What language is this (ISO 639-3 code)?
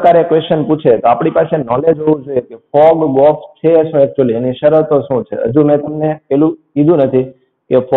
guj